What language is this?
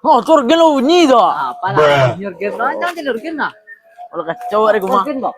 Minangkabau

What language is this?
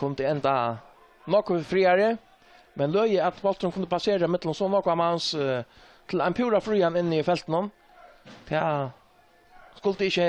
Faroese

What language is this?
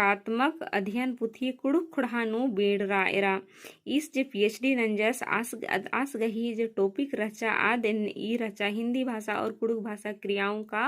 Kurukh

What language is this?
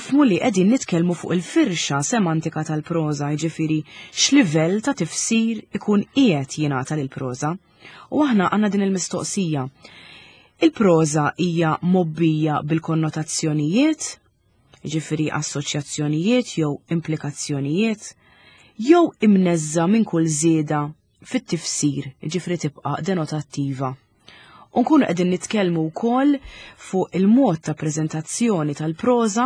Maltese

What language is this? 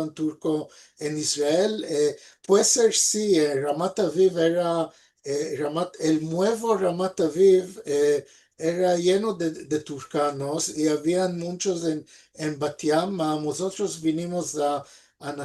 Ladino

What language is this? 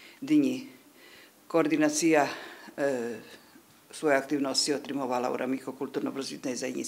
Rusyn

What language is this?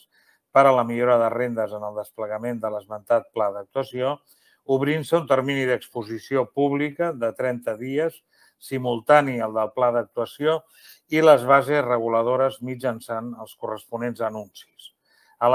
Catalan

